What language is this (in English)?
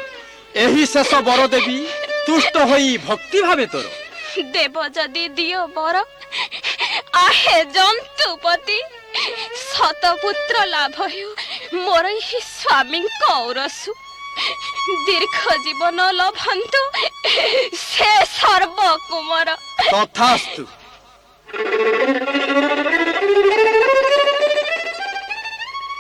Odia